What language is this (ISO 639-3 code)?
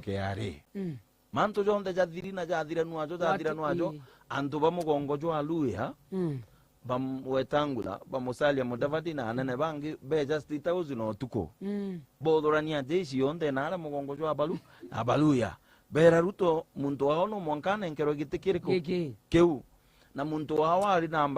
mer